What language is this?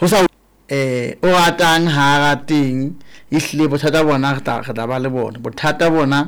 Southern Sotho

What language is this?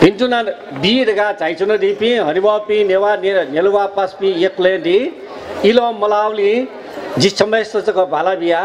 Newari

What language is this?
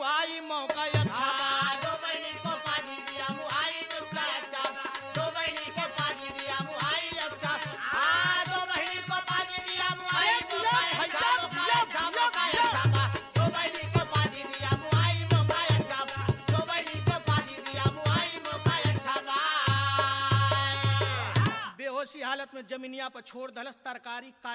Bhojpuri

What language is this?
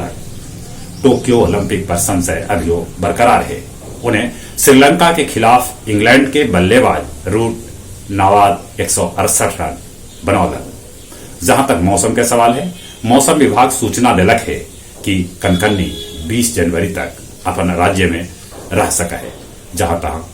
Magahi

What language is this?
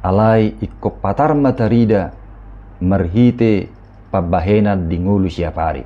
Batak Toba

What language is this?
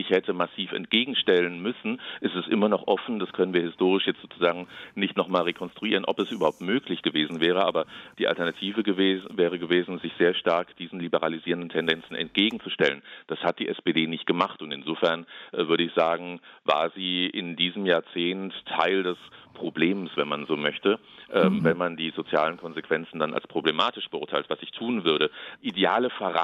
German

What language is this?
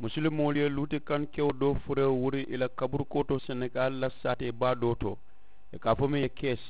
Mandingo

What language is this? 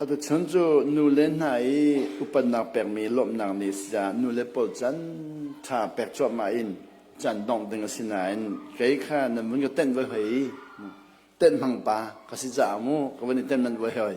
Hakha Chin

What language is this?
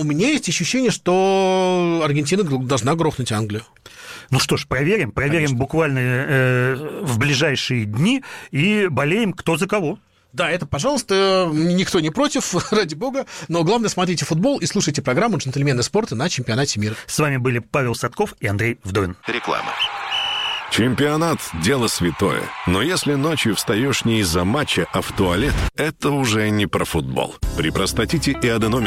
Russian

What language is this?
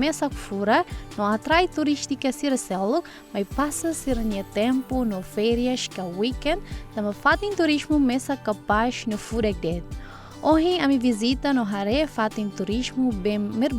Tetum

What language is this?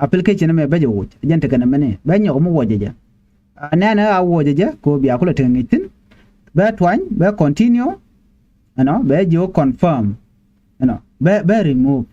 Nuer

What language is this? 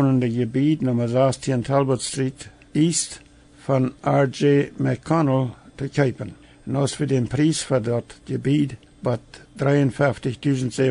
Plautdietsch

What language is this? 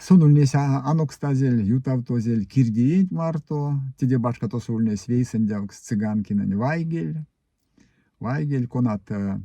Erzya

